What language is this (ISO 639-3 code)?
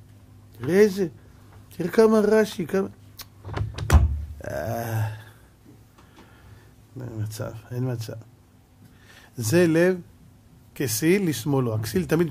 heb